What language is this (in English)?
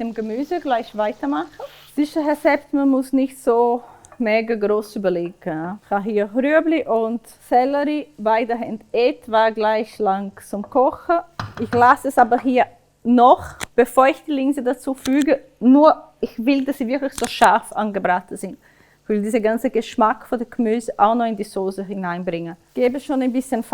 Swiss German